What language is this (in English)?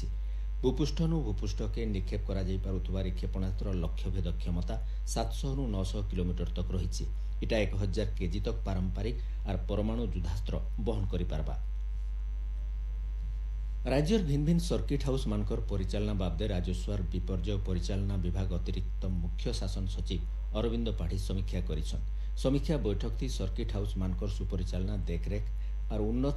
Odia